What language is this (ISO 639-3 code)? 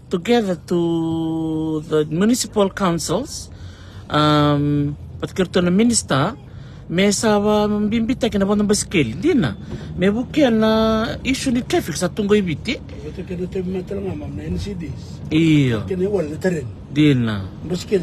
fij